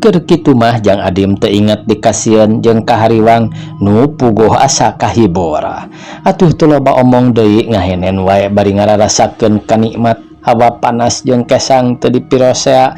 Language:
Sundanese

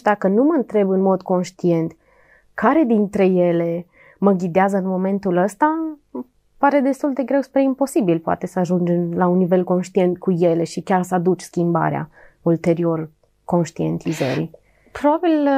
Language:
Romanian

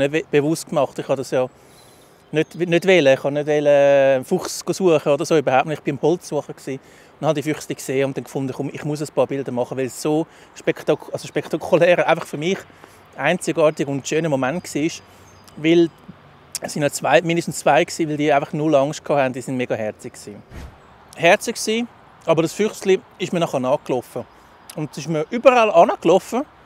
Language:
Swiss German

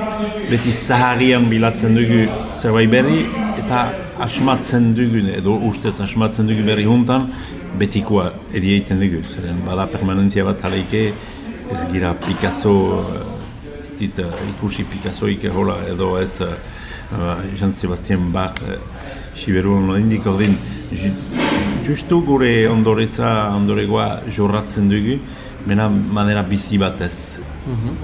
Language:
Basque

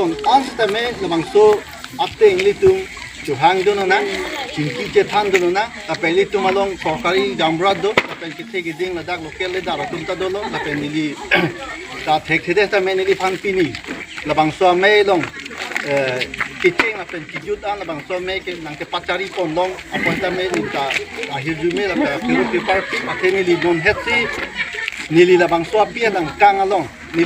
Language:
Karbi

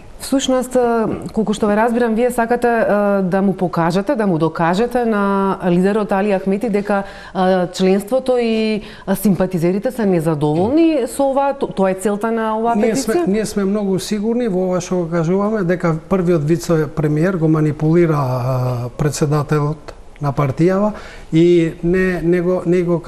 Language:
Macedonian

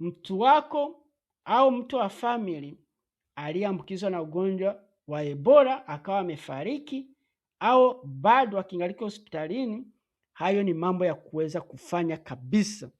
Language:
Swahili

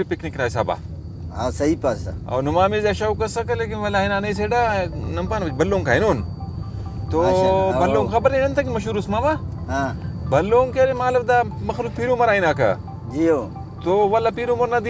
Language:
Brahui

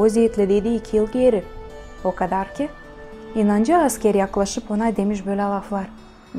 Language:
Gagauz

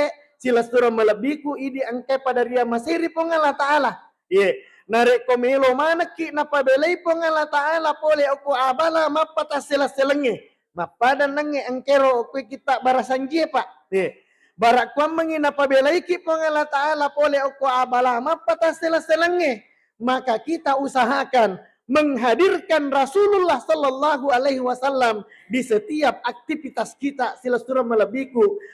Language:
Buginese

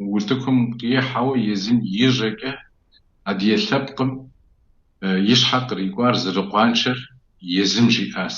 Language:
Kabardian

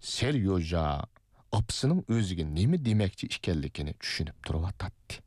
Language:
Uyghur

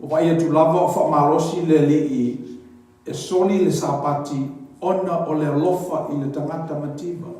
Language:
Samoan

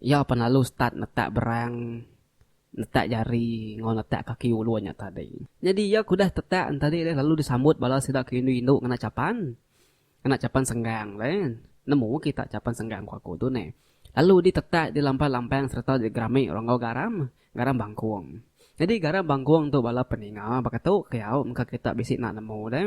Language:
Iban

